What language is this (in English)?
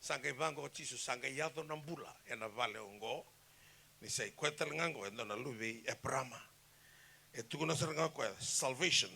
Fijian